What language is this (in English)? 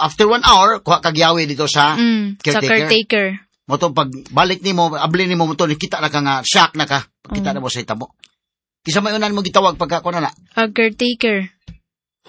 Cebuano